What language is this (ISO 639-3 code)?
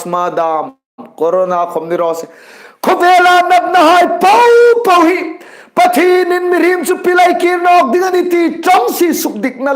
hmr